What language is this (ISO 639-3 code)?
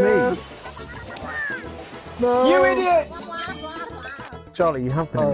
eng